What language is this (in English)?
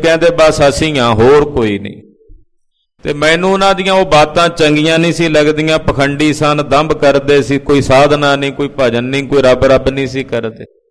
Punjabi